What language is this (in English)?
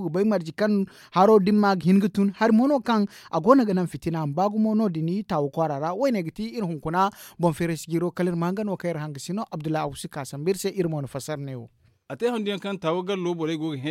Zarma